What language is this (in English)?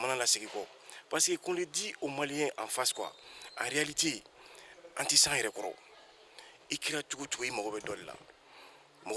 Bambara